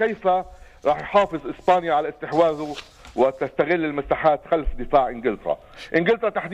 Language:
North Levantine Arabic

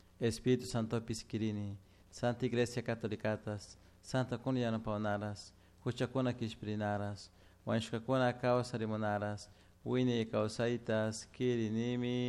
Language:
Chimborazo Highland Quichua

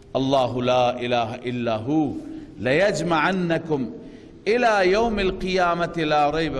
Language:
Persian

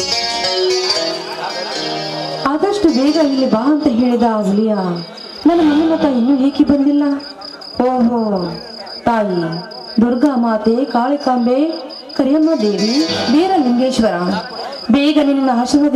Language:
Kannada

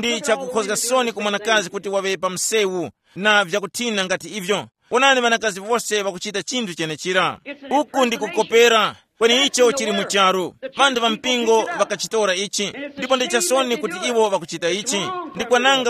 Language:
Tumbuka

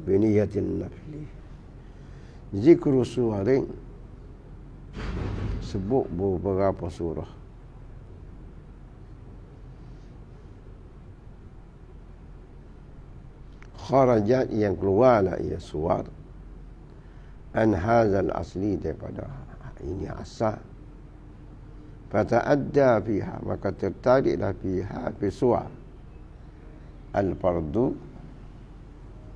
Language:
Malay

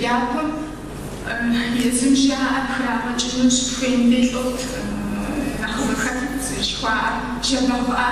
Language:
Kabardian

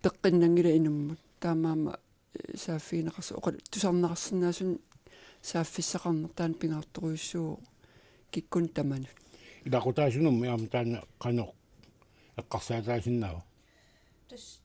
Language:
Kalaallisut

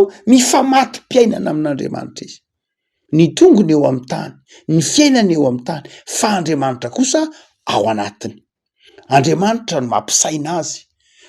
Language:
Malagasy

